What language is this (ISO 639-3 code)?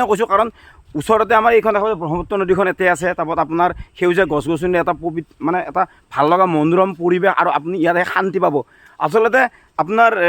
asm